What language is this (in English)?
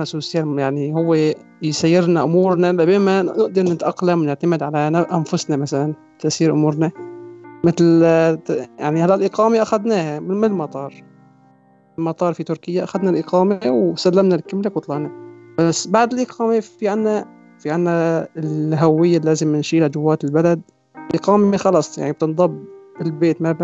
North Levantine Arabic